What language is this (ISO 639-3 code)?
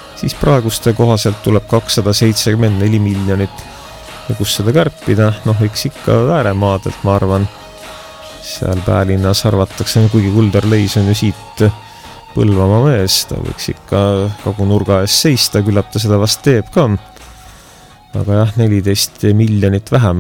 est